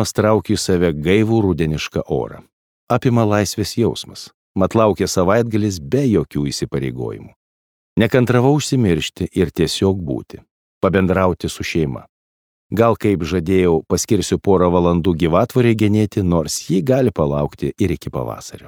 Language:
Lithuanian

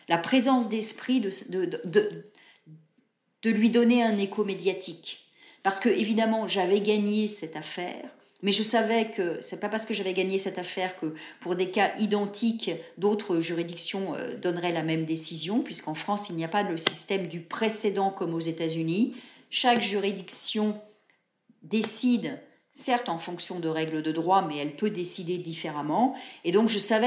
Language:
French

